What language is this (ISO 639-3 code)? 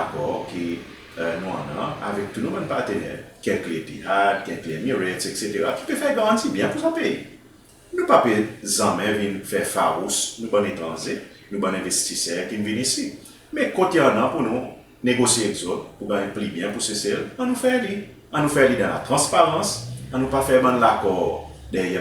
crs